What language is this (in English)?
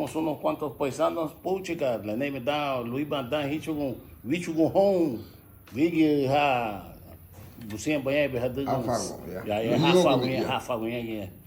Garifuna